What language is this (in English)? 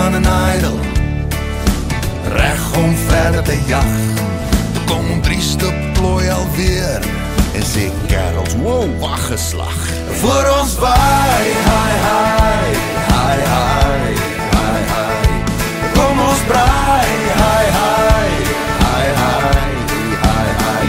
Afrikaans